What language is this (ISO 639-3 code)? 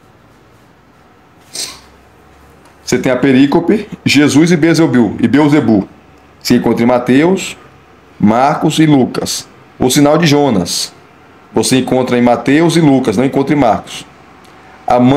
por